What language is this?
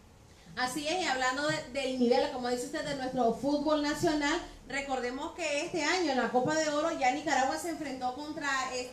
Spanish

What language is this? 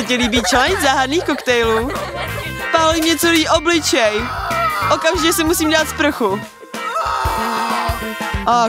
Czech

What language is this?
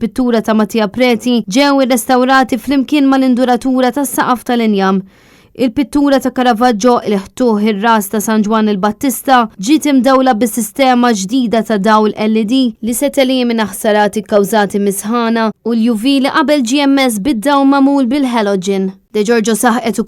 Maltese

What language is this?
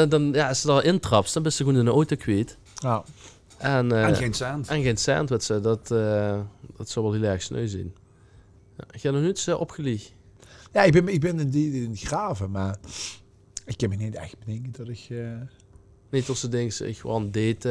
Limburgish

